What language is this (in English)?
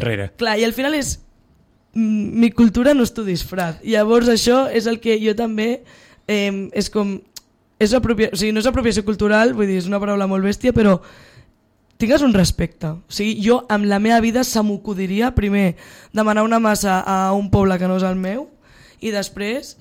Catalan